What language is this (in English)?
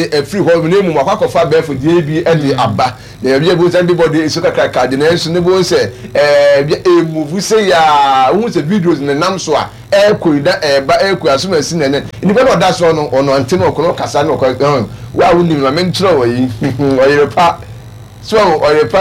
Akan